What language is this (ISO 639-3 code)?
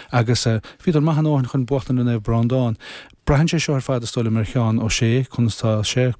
gle